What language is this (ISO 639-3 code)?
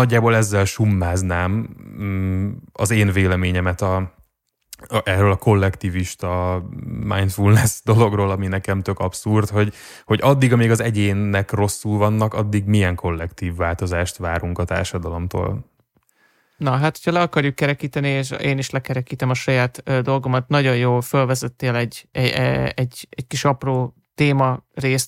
hun